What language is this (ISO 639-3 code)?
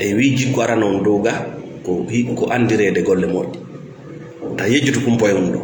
ful